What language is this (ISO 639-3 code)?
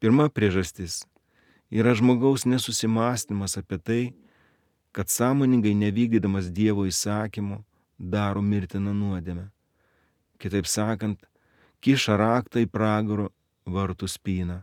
lit